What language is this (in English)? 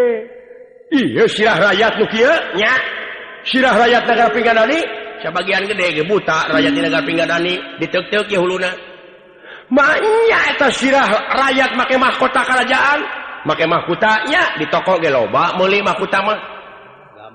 Sundanese